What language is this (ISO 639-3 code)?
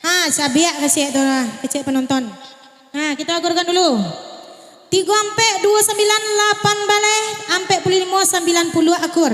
min